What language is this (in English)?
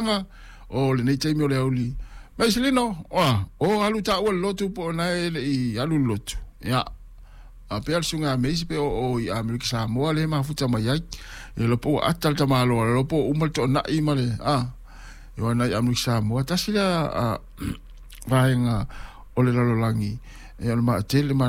Samoan